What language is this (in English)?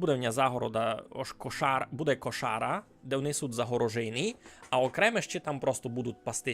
Rusyn